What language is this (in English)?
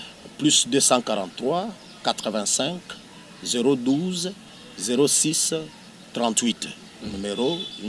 Luba-Lulua